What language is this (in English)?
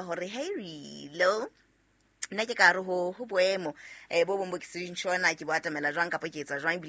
Southern Sotho